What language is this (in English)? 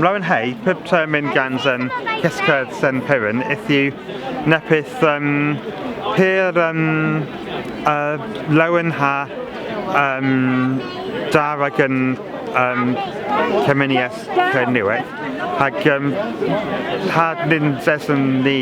Cornish